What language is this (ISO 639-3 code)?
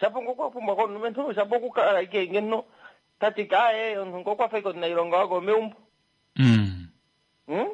kua